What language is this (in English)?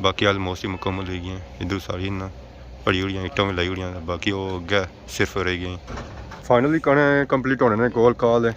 Pahari-Potwari